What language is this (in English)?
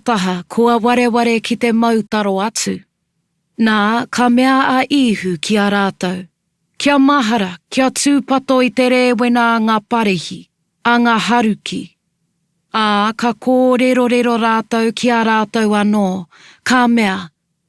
Māori